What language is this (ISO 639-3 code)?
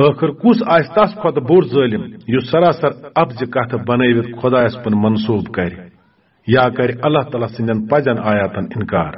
kas